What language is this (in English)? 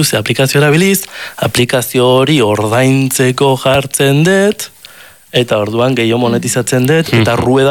Basque